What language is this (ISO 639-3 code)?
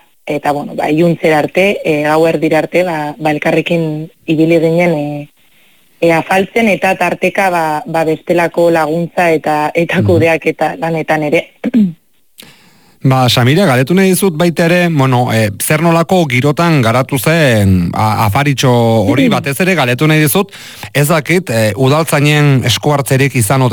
eus